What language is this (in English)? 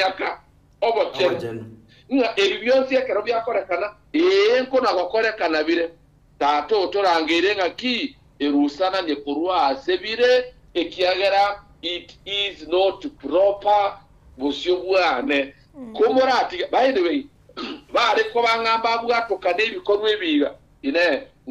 Gusii